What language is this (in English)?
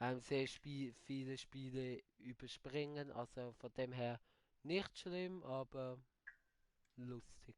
Swiss German